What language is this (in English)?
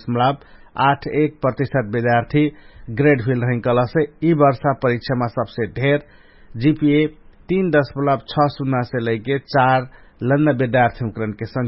Dangaura Tharu